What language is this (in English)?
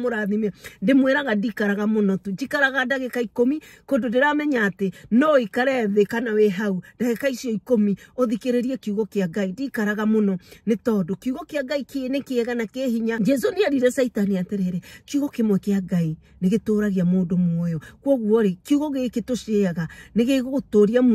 Kikuyu